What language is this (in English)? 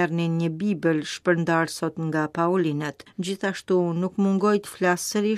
Albanian